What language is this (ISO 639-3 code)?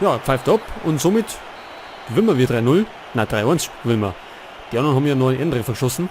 bar